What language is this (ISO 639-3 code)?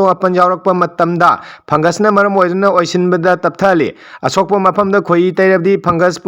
mni